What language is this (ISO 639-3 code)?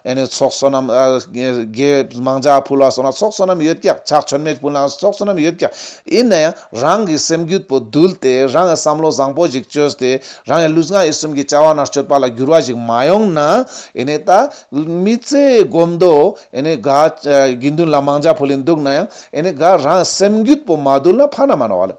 lbj